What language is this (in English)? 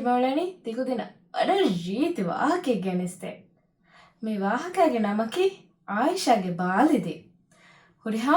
Divehi